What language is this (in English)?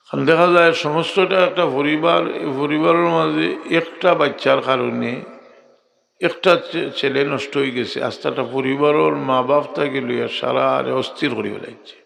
Sylheti